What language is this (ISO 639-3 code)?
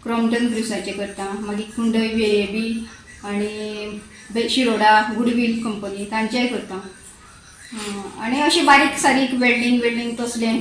kok